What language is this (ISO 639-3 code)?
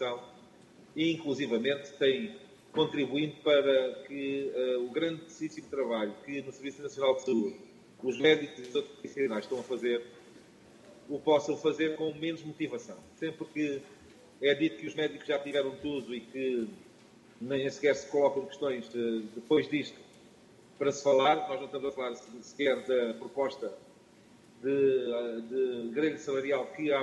por